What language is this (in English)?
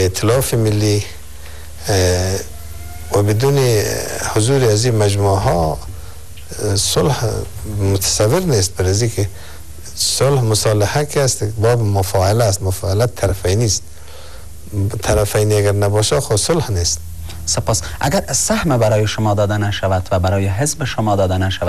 Persian